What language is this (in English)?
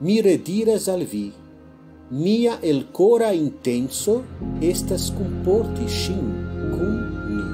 Esperanto